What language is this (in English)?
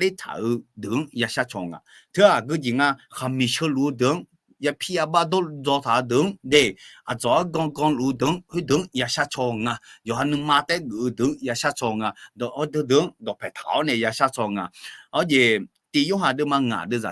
Akha